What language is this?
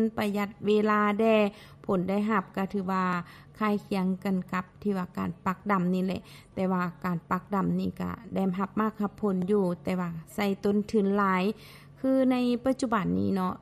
Lao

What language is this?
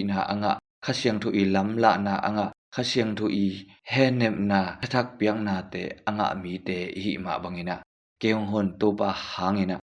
Tedim Chin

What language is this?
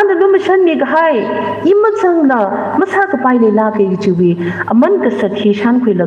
Tangkhul Naga (India)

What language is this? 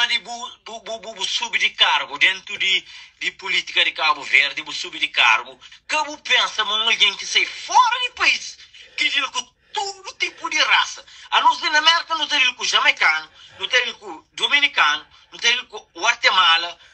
Kabuverdianu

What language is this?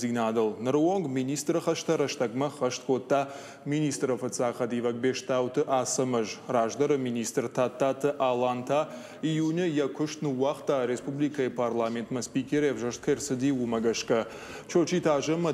Ossetic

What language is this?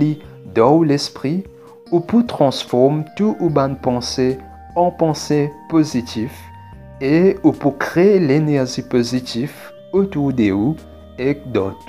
Morisyen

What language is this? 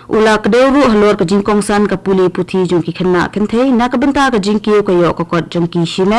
Khasi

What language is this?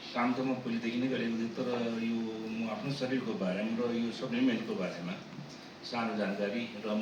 Nepali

